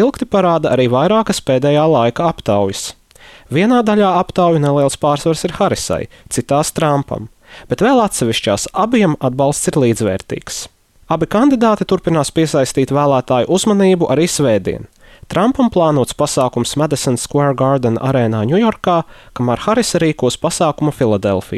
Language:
Latvian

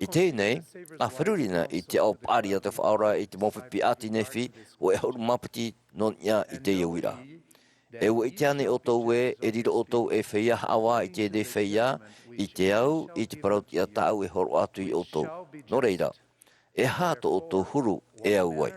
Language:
Tahitian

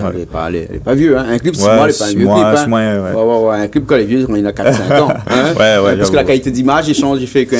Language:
Réunion Creole French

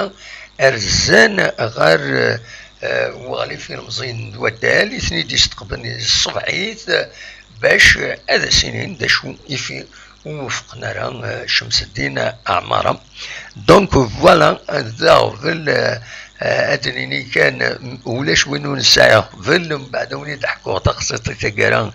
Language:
Kabyle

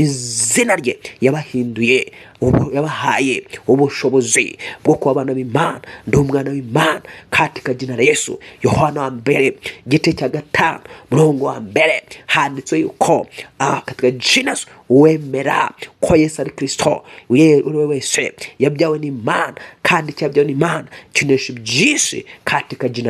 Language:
Kinyarwanda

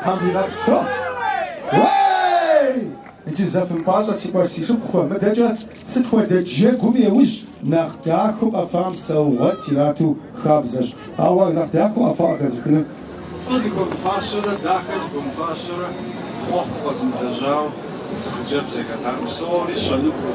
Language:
Kabardian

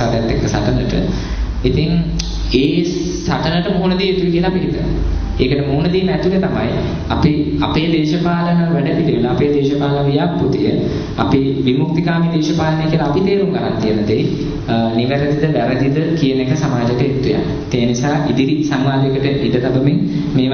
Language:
Sinhala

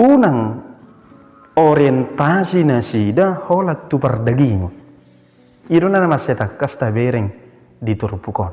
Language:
Batak Toba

